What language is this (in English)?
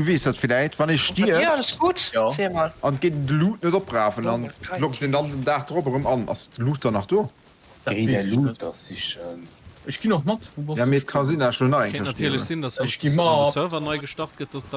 Luxembourgish